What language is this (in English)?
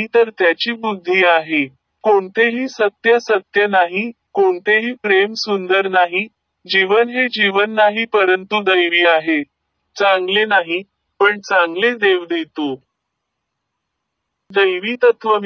Marathi